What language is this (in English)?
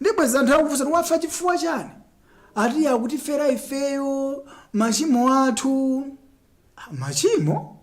Nyanja